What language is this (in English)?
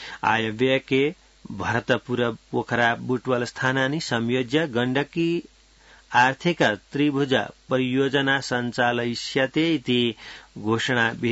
Sanskrit